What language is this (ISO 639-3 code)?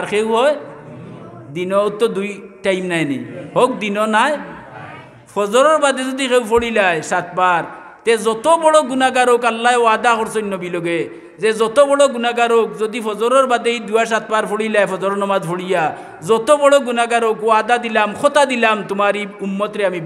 syl